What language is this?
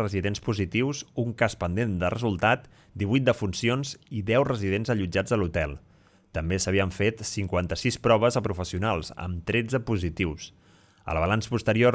Catalan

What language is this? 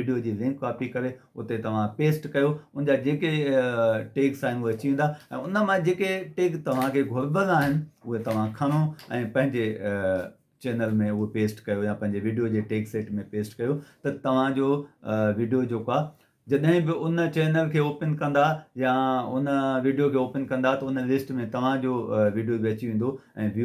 Sindhi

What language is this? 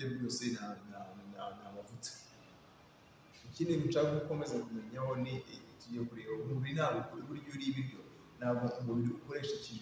Kinyarwanda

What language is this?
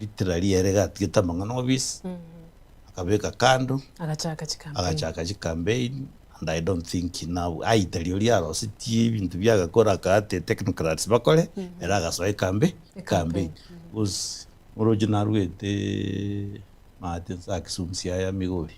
Gusii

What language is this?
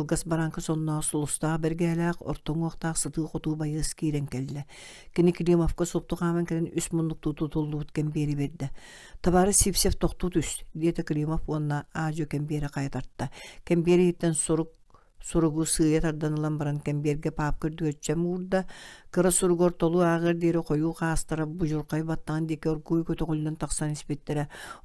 Yakut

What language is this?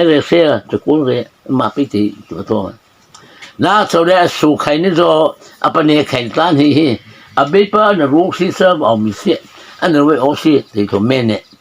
Mara Chin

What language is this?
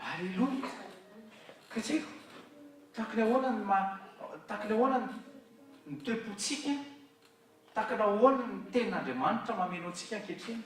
Malagasy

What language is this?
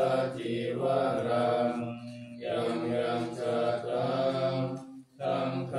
Pali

